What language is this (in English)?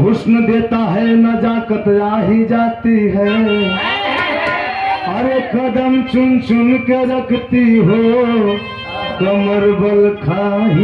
Bhojpuri